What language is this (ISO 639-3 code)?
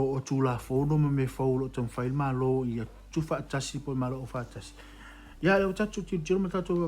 smo